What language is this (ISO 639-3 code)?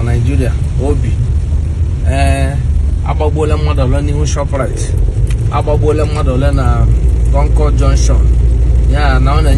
ibo